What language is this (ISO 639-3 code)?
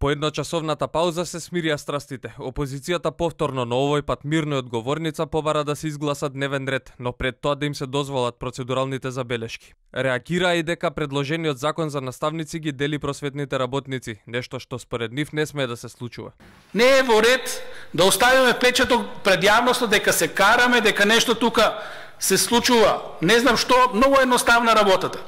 mkd